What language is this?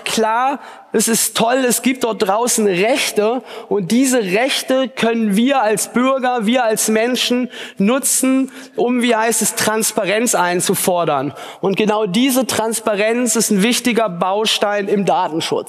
German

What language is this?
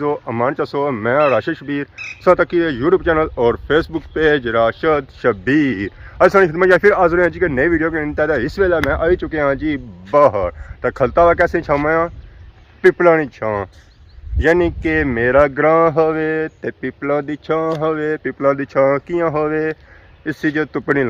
Pahari-Potwari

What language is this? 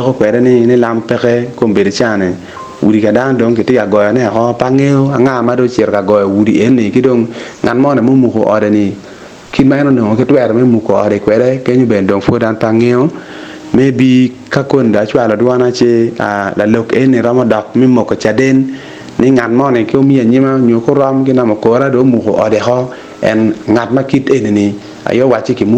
Acoli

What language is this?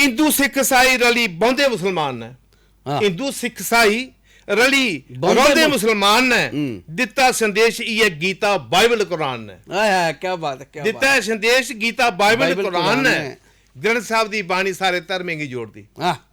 Dogri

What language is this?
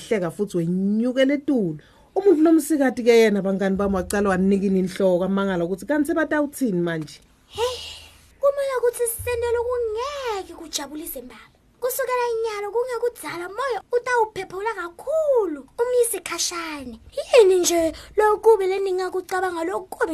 Swati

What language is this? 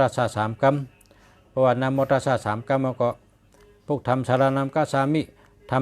Shan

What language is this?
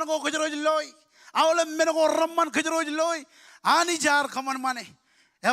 Marshallese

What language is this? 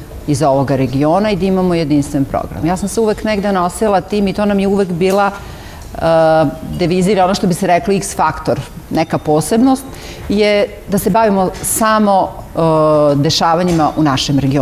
Serbian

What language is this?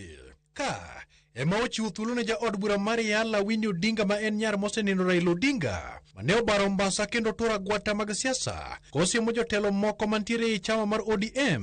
Luo (Kenya and Tanzania)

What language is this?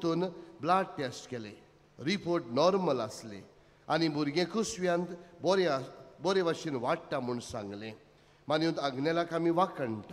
Konkani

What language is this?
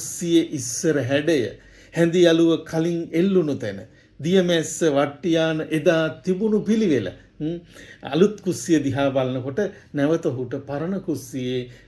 Sinhala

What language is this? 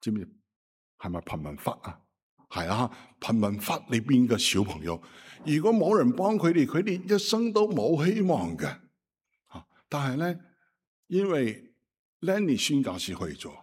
Cantonese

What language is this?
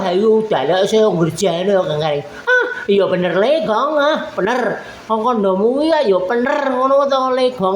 Javanese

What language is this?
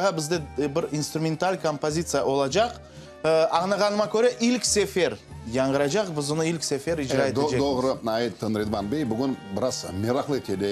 Crimean Tatar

